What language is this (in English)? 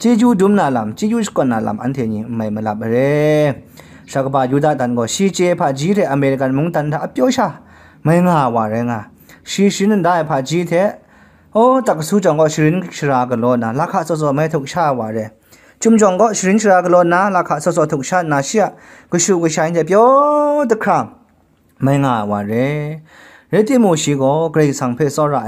Kachin